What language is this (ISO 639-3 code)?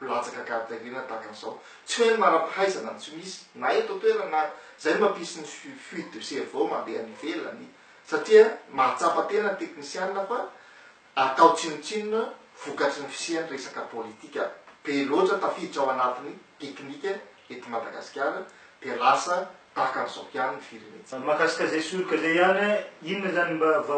mlg